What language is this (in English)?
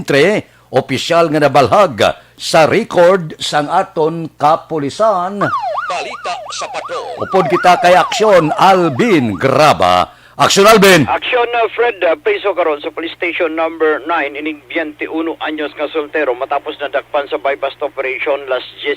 Hiligaynon